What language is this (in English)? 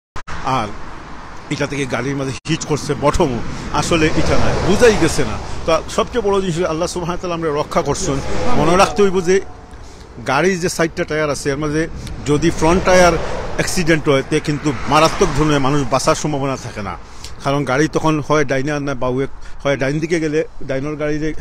Sylheti